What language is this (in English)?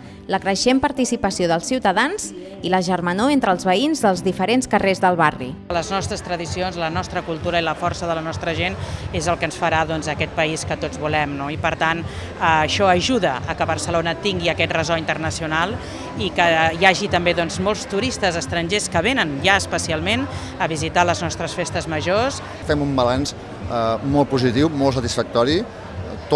Catalan